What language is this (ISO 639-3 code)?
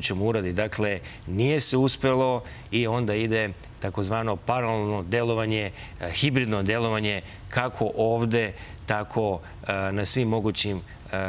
srp